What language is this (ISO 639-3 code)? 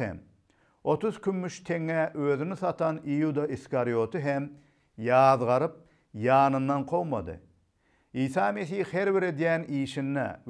tuk